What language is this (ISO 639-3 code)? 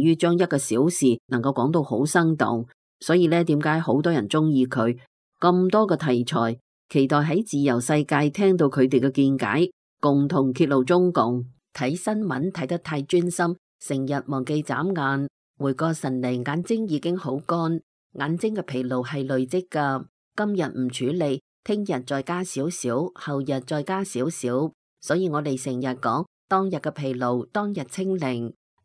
yue